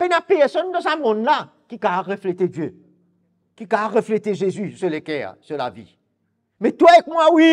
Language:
Morisyen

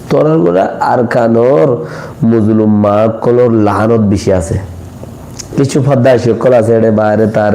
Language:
Rohingya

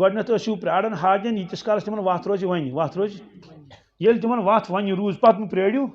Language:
Kashmiri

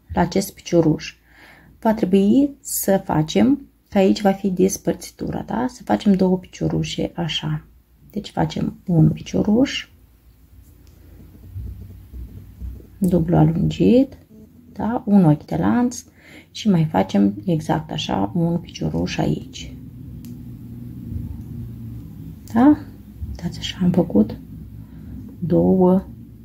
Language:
Romanian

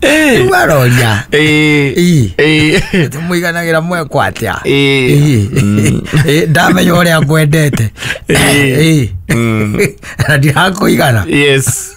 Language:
Kikuyu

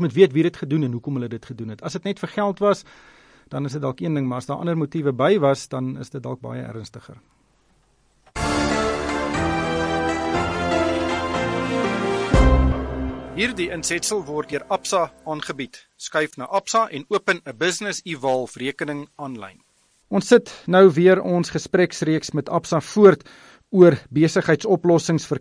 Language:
Afrikaans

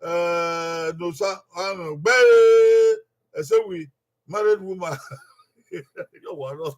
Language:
Bini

